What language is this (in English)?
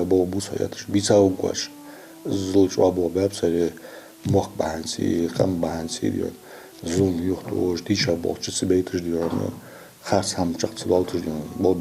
Ingush